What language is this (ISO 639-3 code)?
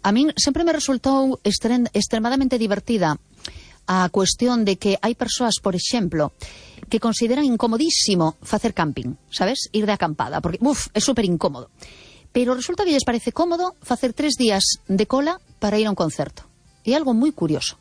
glg